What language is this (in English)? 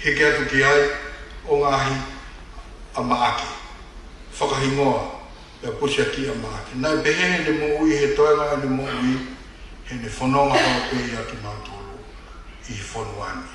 Tongan